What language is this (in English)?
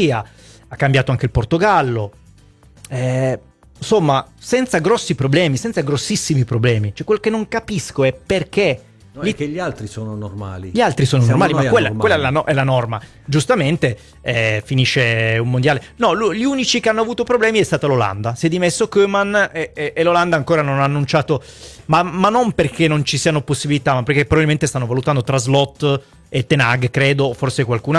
Italian